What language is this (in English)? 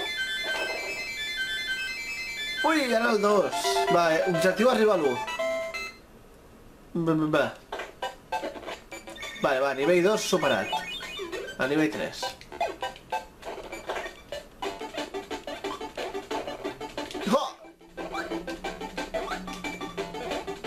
Catalan